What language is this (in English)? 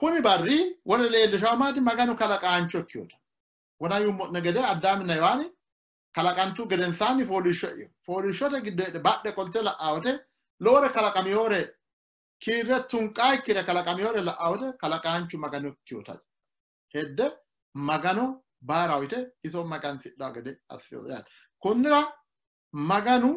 Sidamo